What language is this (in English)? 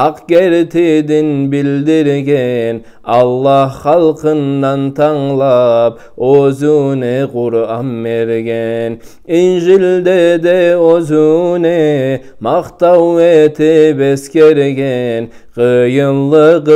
Kumyk